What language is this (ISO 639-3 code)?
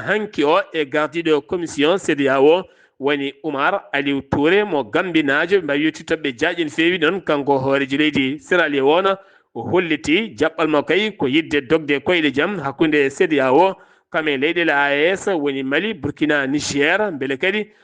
ful